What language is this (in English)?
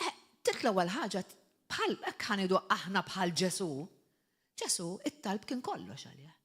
Maltese